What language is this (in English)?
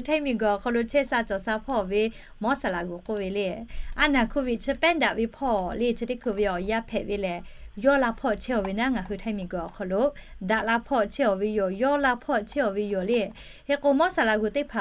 Lahu